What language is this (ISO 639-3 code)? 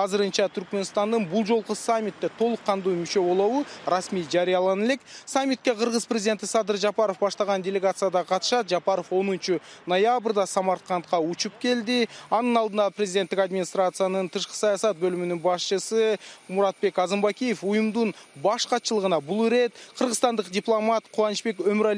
kir